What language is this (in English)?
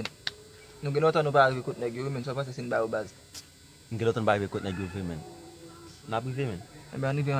Haitian Creole